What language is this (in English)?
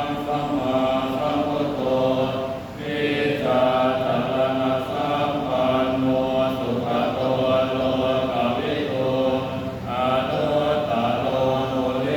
Pali